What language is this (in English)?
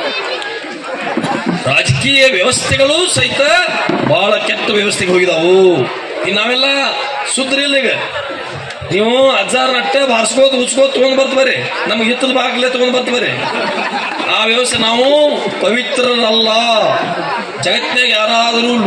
Kannada